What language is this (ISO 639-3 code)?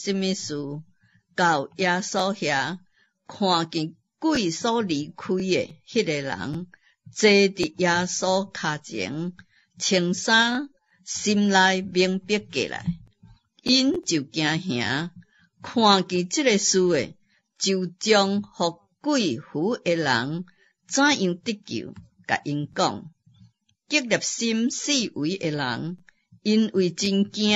nan